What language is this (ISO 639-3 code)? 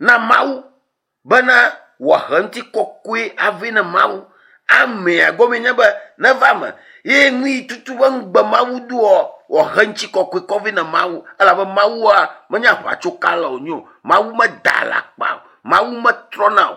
ewe